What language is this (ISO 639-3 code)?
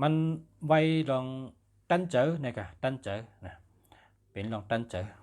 shn